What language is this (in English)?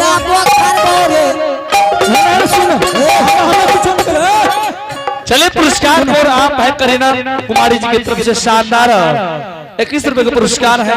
Angika